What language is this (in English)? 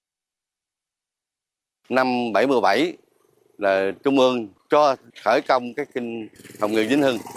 Vietnamese